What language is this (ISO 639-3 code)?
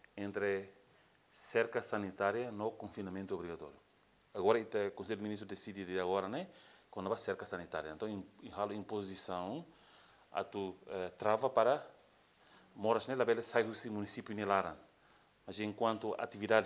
tet